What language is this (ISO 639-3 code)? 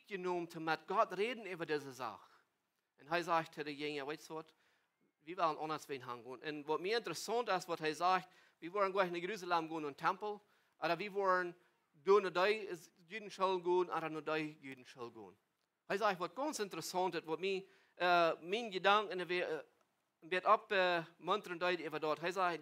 pdt